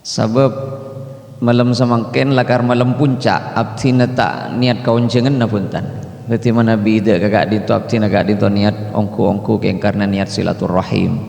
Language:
Madurese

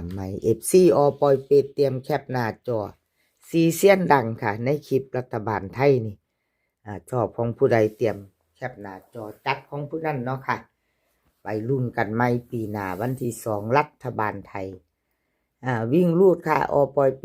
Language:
Northeastern Thai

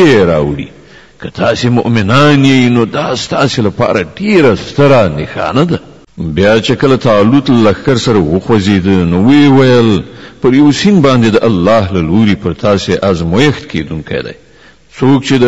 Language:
Pashto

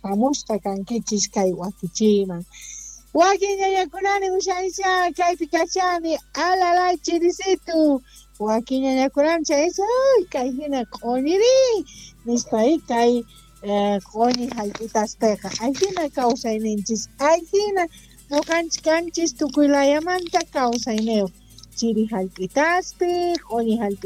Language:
South Bolivian Quechua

